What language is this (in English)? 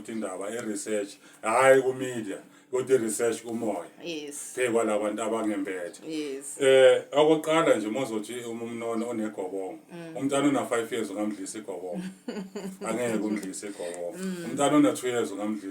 Zulu